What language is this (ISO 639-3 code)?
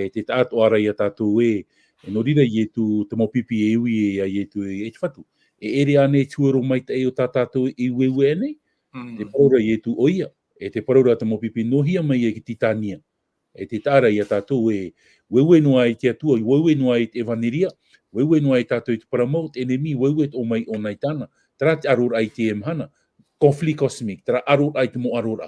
tah